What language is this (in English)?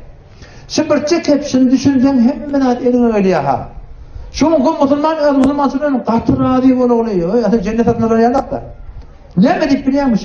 Turkmen